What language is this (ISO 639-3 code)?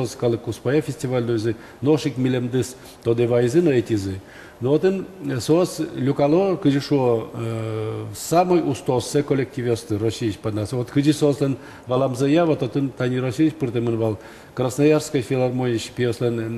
udm